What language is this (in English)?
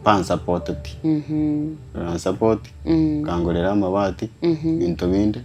Gusii